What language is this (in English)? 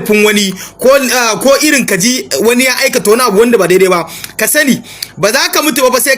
Hausa